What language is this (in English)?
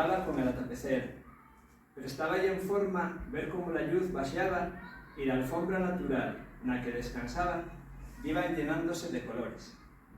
Asturian